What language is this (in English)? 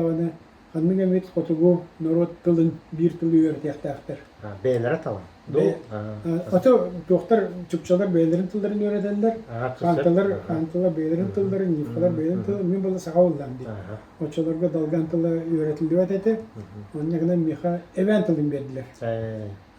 Yakut